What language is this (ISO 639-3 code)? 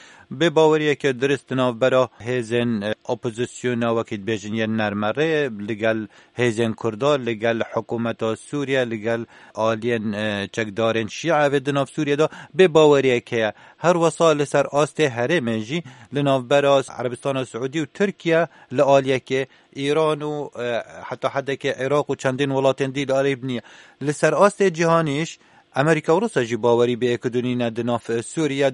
kur